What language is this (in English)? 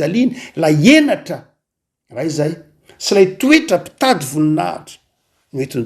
Malagasy